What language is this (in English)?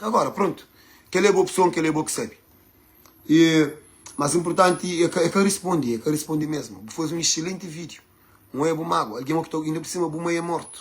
Kabuverdianu